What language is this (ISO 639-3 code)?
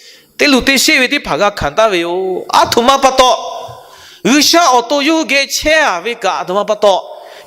lhu